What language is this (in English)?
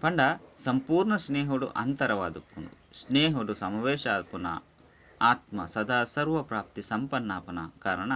Tulu